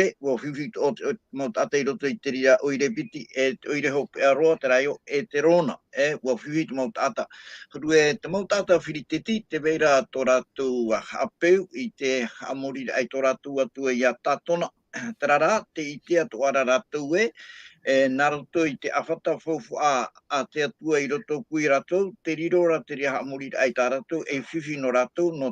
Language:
Tahitian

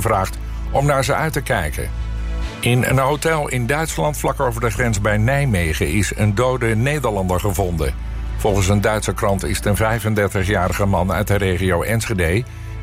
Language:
Dutch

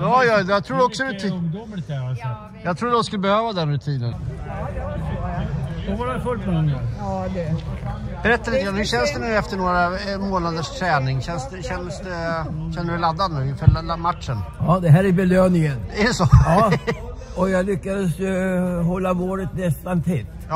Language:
Swedish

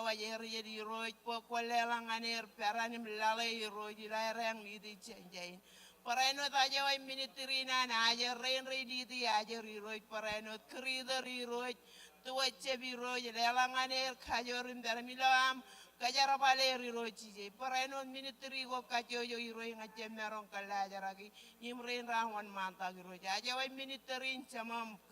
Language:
Marshallese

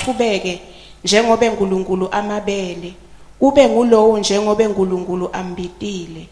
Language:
Swati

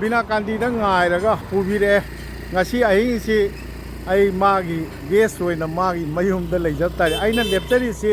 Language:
Manipuri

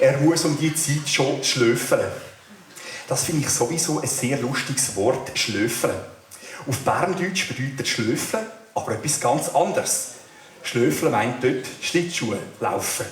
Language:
Swiss German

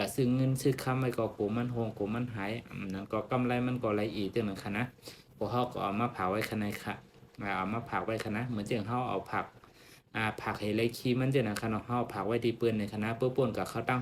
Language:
Shan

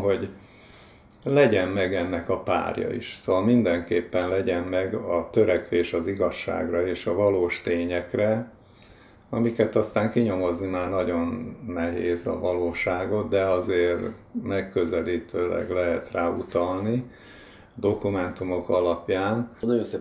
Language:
Hungarian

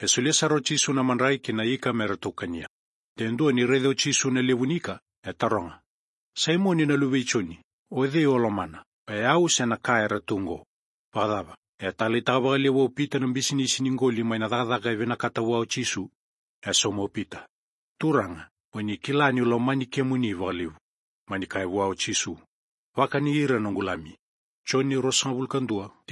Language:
Fijian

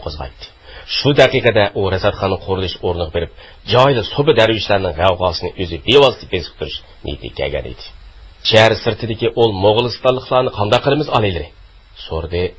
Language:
Uyghur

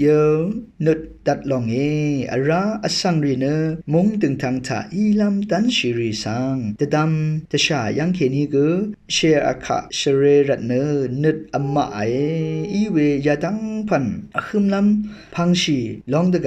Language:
Rawang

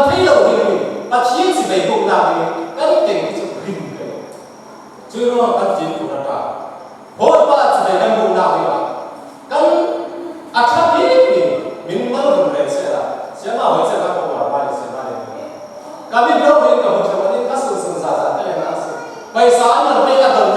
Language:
Falam Chin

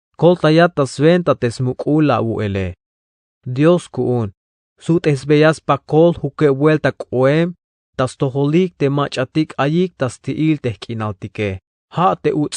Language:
Tzeltal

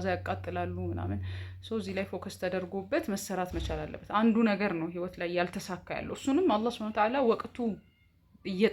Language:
Amharic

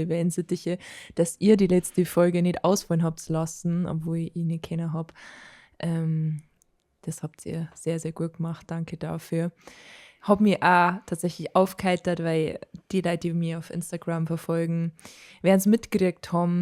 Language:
Bavarian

